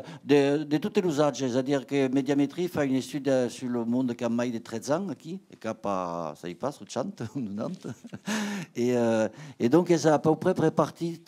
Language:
Occitan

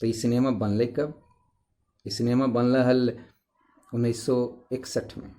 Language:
Magahi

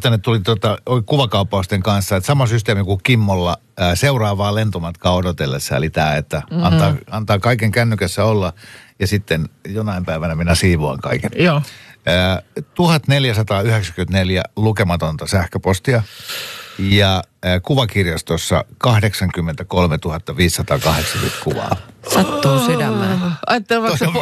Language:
Finnish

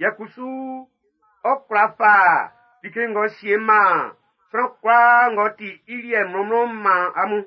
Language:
Baoulé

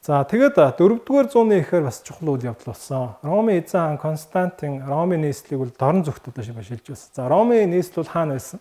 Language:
Mongolian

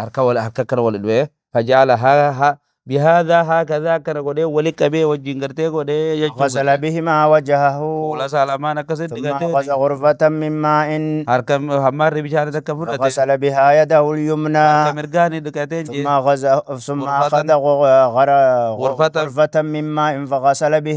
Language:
Oromo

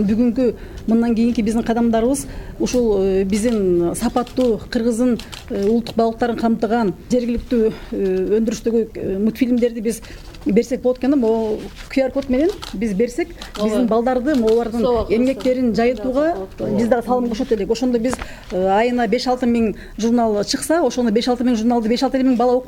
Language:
Kyrgyz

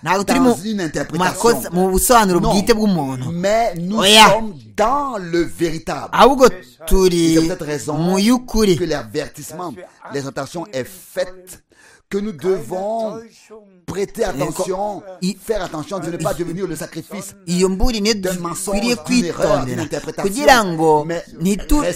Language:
Kinyarwanda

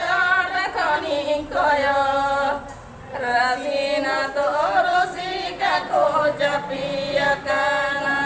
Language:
Santali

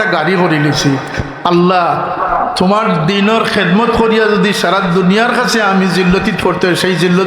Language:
Sylheti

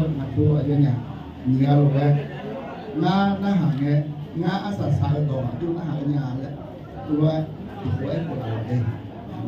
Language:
Akha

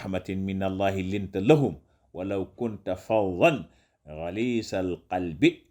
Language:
Wolof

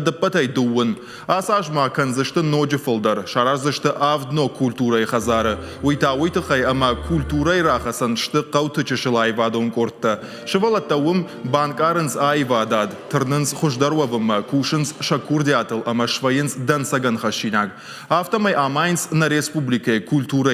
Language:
Ossetic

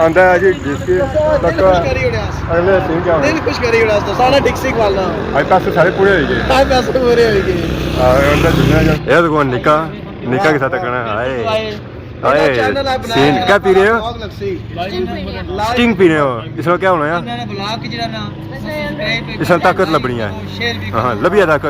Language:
Pahari-Potwari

